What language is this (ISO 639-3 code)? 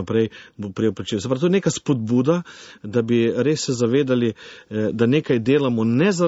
slv